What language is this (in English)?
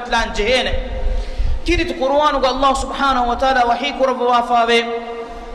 Divehi